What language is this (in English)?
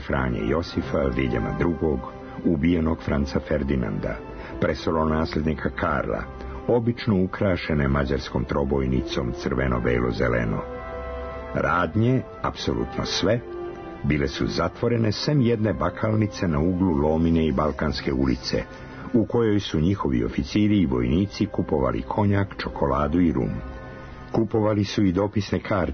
Serbian